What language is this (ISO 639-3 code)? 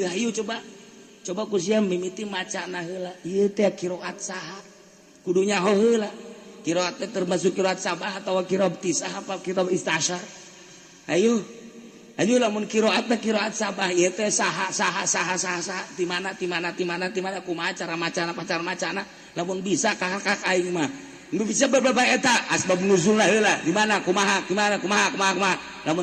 sun